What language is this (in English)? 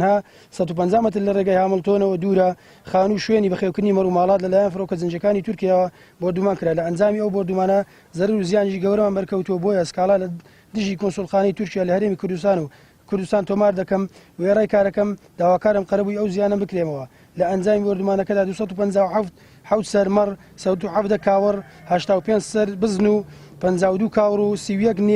Central Kurdish